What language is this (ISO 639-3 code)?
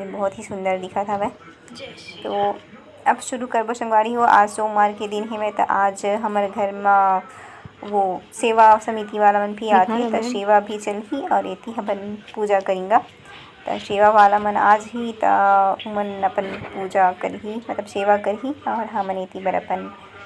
hne